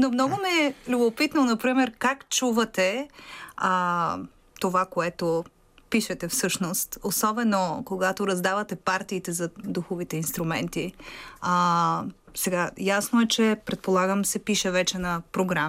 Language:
Bulgarian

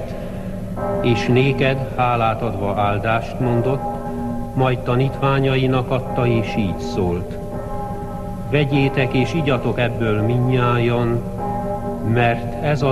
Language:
Hungarian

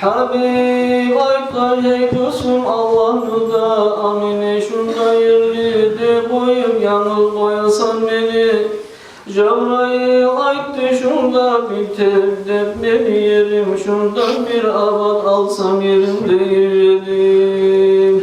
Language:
Kumyk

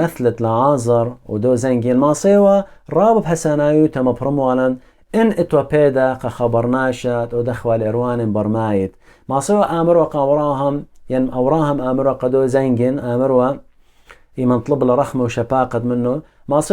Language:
Assyrian Neo-Aramaic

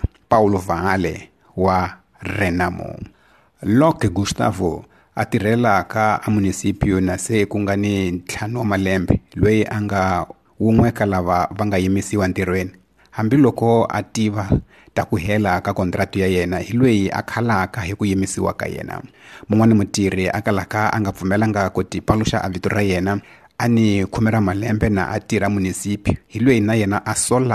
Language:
Tsonga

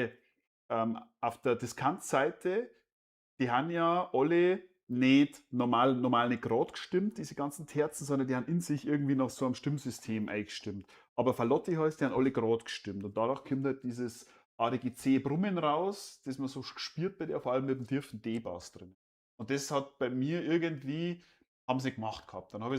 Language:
Bavarian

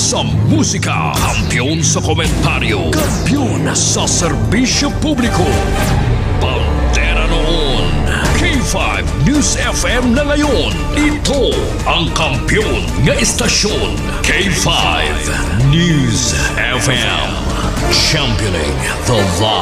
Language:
Hiligaynon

